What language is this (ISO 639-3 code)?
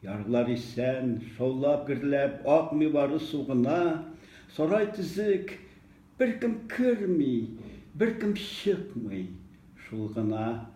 tat